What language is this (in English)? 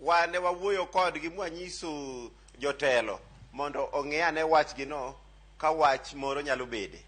Luo (Kenya and Tanzania)